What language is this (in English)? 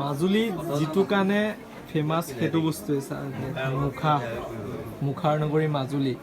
Assamese